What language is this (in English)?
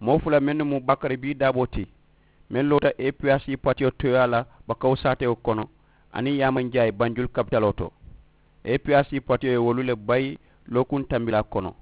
Mandingo